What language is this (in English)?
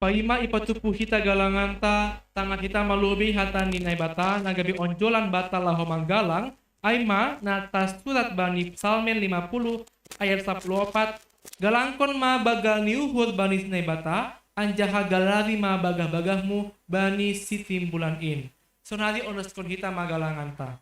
Batak Simalungun